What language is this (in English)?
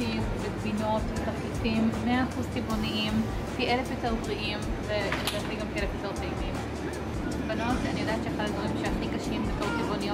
Hebrew